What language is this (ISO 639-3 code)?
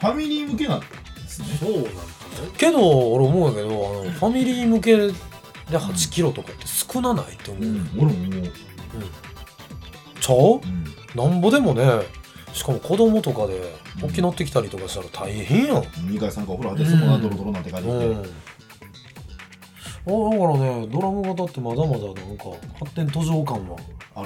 jpn